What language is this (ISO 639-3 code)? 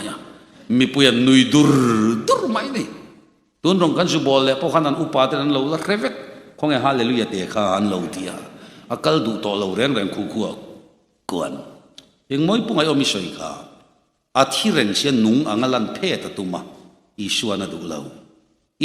lus